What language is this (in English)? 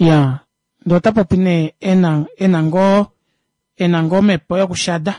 Kuanyama